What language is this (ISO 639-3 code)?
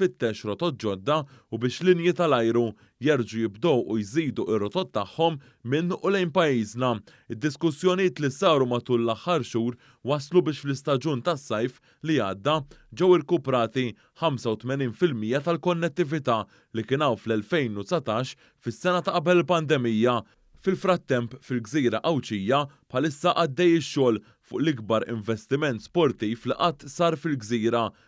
mlt